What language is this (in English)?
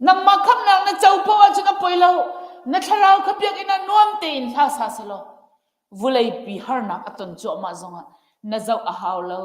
Hakha Chin